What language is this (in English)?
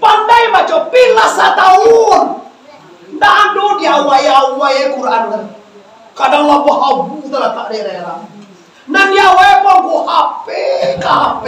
Minangkabau